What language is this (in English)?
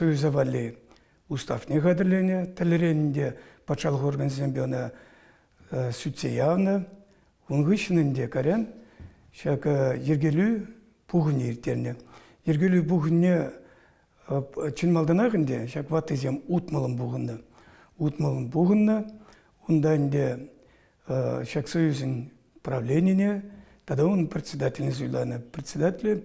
Chuvash